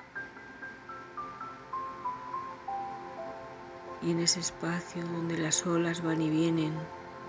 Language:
Spanish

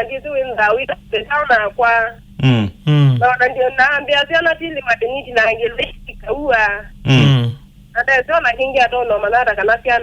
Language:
Kamba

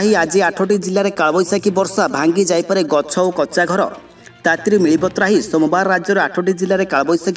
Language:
Odia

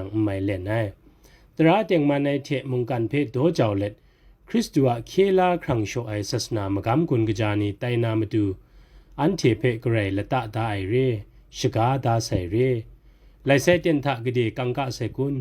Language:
Kachin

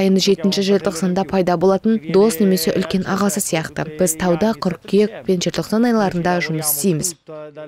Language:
Kazakh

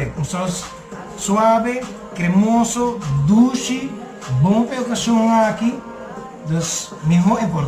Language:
Papiamento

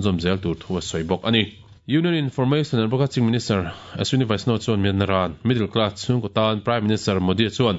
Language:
Mizo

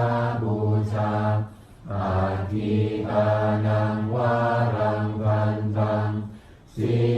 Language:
Pali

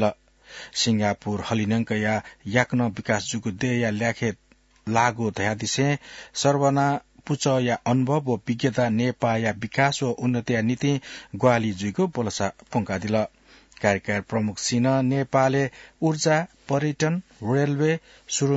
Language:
Newari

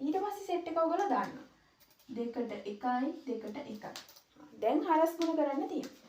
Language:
Sinhala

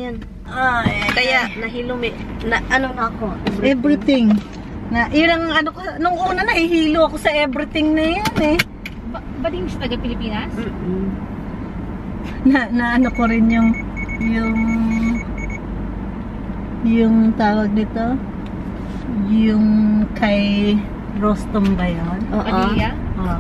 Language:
Filipino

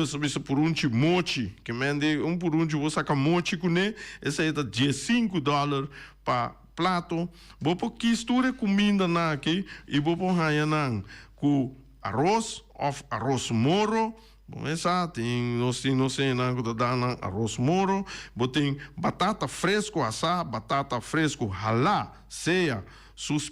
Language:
Papiamento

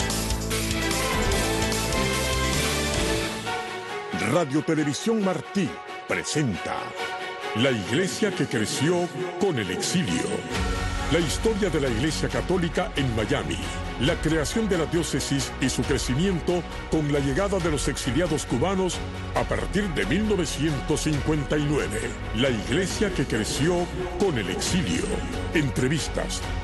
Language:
Spanish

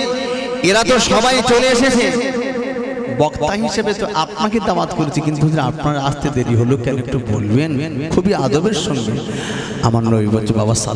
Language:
Bangla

